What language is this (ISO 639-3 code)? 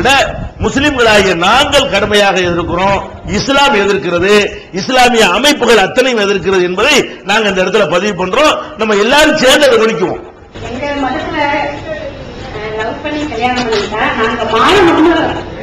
tam